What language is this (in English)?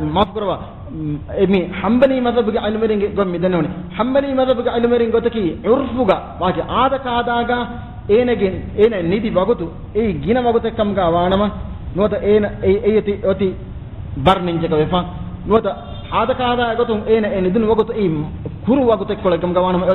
Divehi